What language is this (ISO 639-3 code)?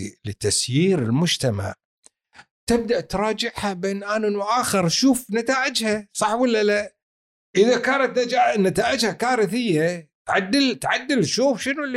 afb